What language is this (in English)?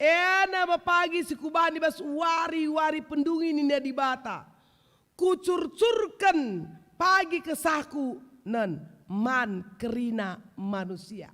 Batak Karo